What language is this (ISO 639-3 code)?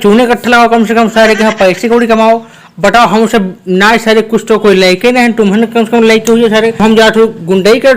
awa